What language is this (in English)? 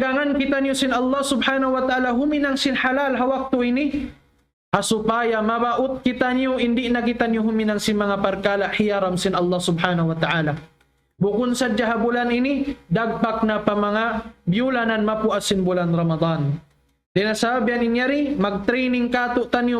Tausug